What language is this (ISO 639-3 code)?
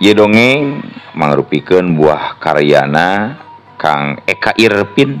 sun